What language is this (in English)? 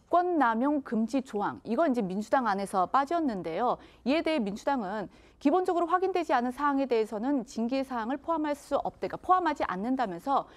Korean